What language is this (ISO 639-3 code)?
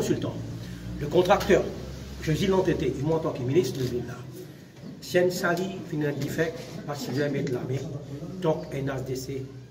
mfe